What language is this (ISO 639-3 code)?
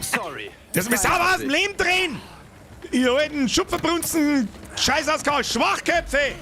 bar